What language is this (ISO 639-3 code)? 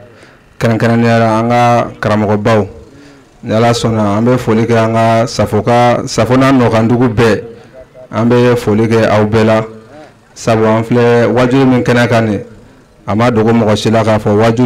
bam